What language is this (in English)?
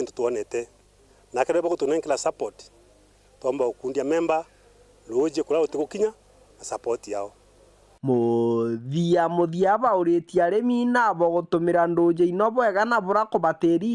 Meru